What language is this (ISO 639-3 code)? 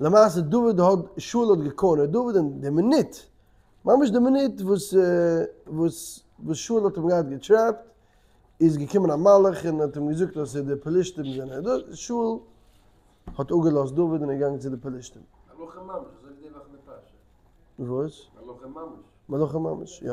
yid